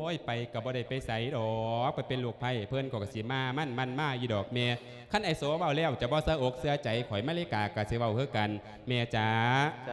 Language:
Lao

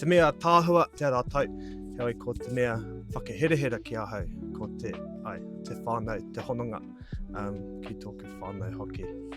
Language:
Māori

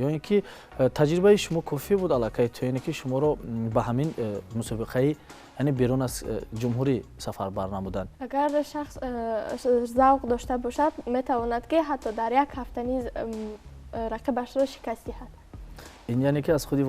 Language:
Tajik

